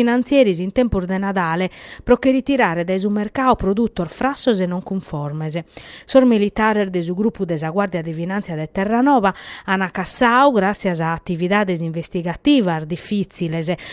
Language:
Sardinian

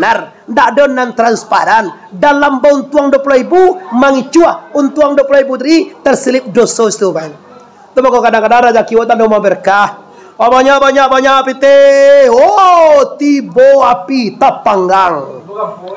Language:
Minangkabau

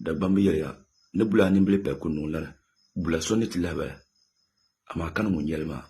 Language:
Dagbani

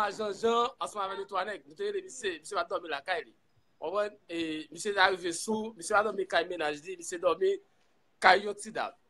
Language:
Haitian Creole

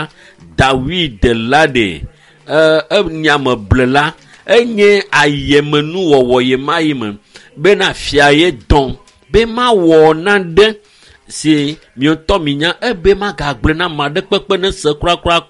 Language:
Ewe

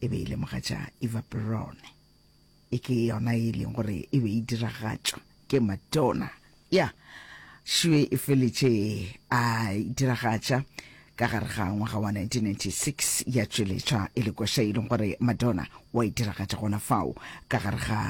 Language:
Northern Sotho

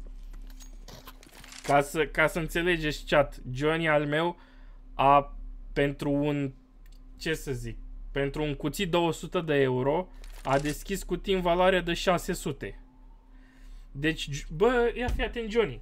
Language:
Romanian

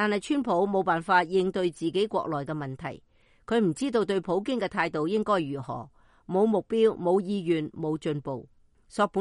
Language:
Cantonese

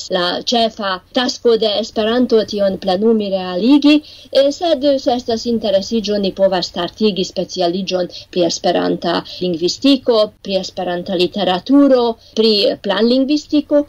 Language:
Esperanto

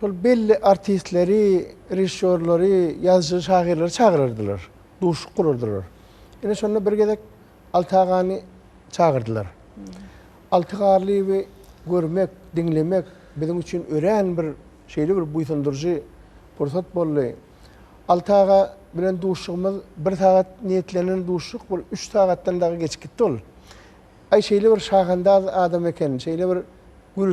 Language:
Turkmen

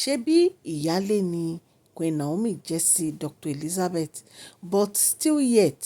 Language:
Yoruba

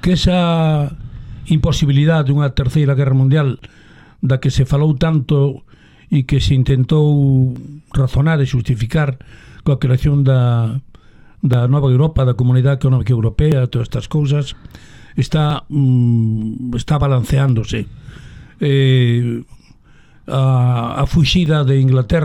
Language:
Galician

